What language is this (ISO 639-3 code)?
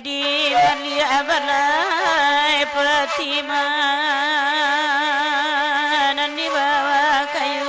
min